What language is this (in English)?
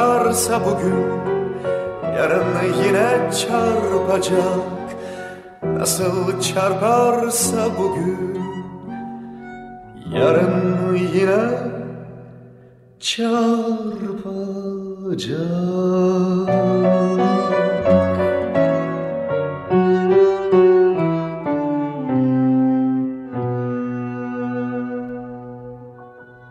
Turkish